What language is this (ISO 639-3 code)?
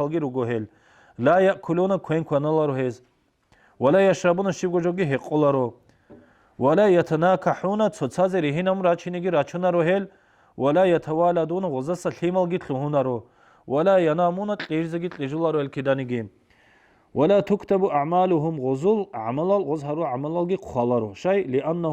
ava